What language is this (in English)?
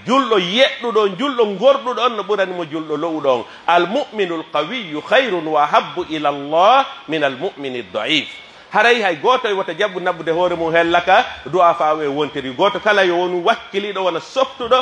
Pular